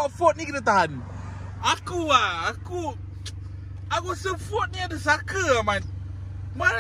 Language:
Malay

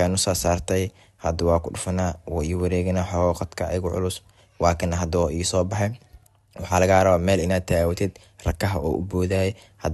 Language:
Somali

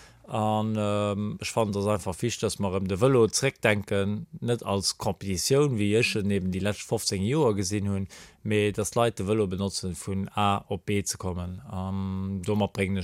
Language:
Luxembourgish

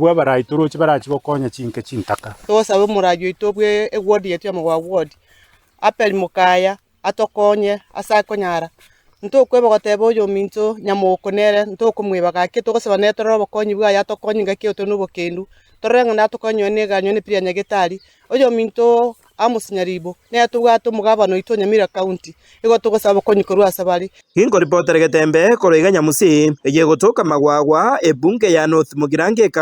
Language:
Gusii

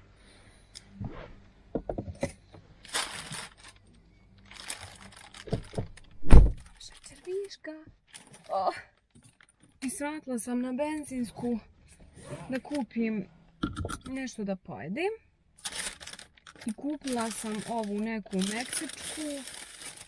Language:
Bosnian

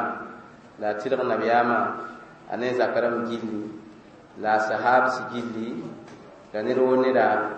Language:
Mossi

